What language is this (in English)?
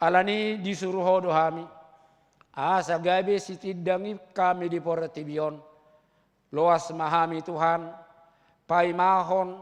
Batak Toba